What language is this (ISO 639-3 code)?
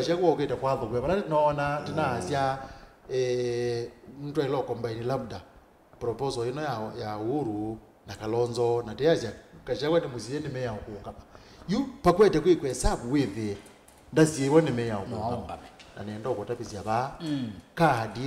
kam